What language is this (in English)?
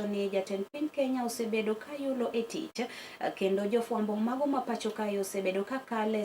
Luo (Kenya and Tanzania)